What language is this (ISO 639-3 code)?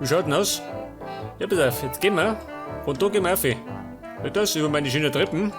bar